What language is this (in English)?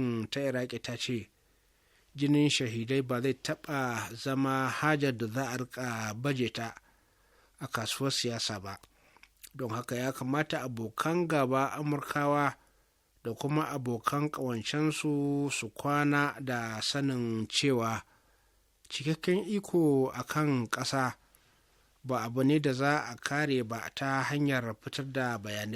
Hausa